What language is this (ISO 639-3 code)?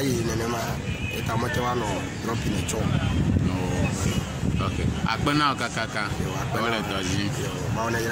ewe